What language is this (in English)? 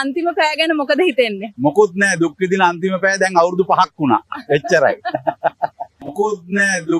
Sinhala